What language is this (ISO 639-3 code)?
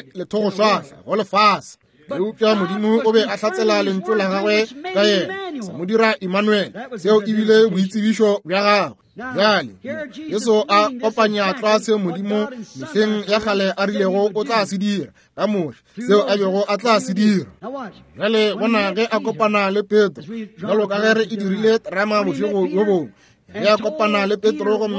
nso